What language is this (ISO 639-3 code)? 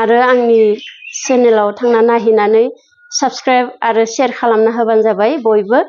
brx